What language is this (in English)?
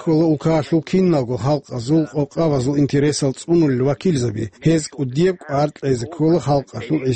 Avaric